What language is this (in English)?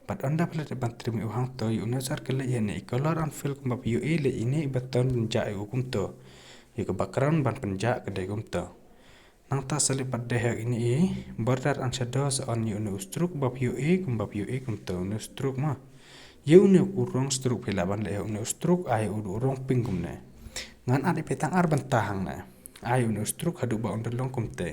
Khasi